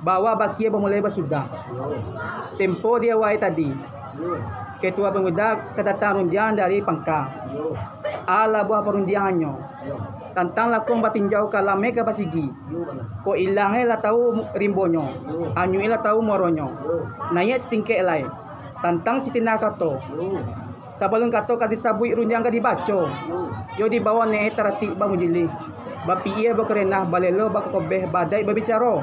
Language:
Minangkabau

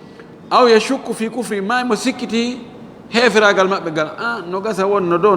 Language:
Fula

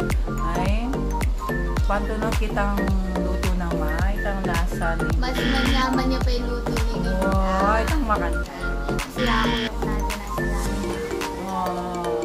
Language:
Pampanga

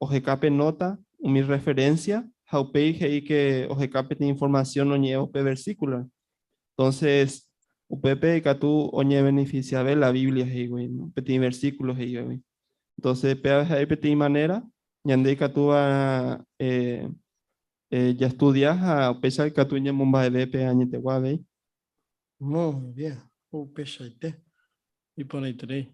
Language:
Guarani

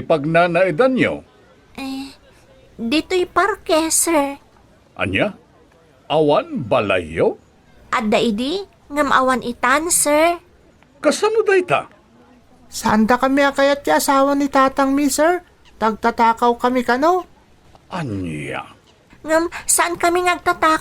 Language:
Iloko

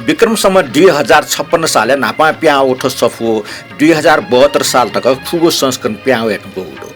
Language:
Newari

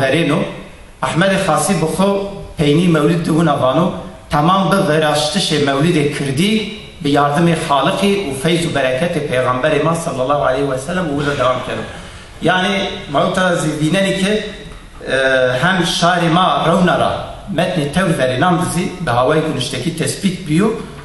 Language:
Zaza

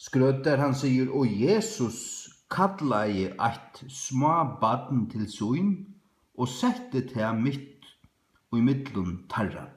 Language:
Faroese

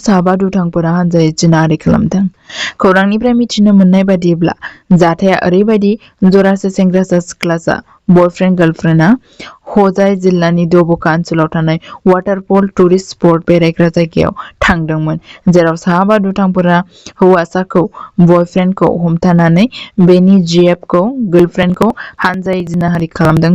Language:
Bodo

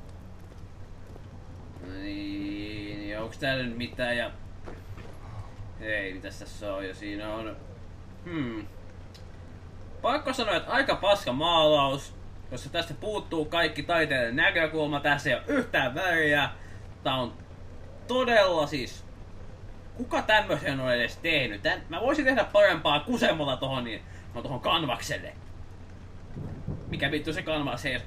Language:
Finnish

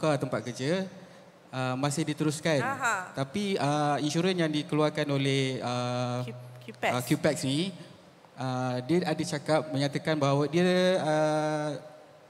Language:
Malay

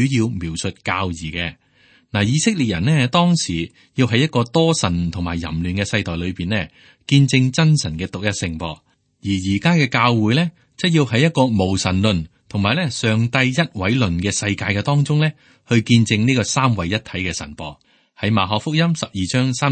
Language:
Cantonese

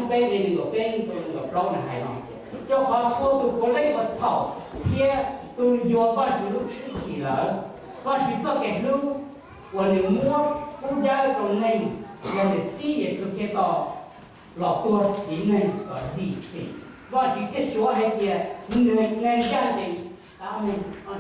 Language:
Hmong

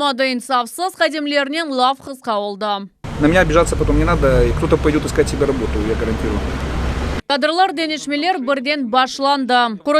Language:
Crimean Tatar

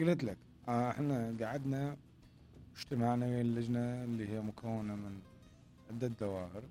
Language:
Mesopotamian Arabic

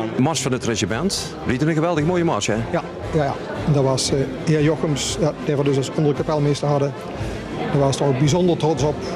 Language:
Limburgish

